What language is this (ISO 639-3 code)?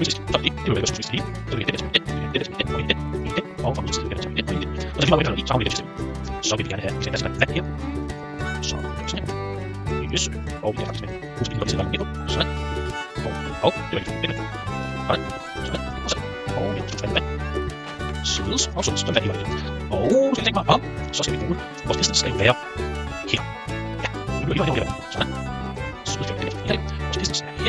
dan